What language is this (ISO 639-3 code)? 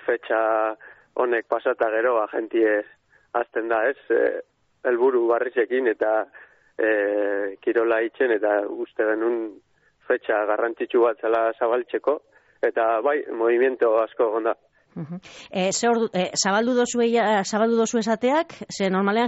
eus